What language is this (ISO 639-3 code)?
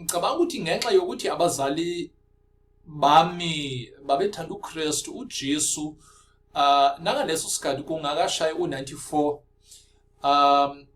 zul